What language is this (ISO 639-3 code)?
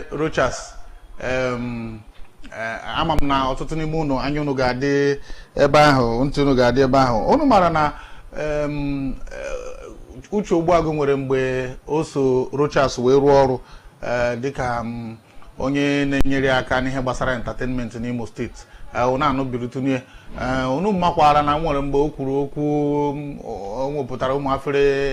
ibo